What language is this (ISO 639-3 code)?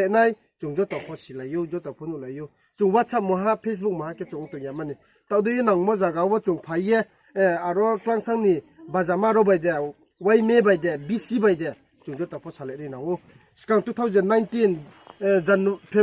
ria